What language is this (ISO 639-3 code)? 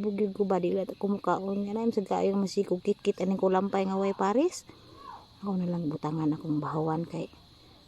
ceb